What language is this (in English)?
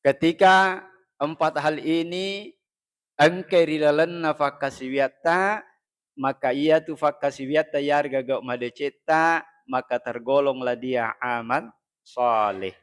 Buginese